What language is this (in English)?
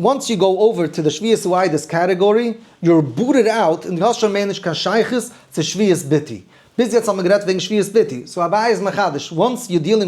Yiddish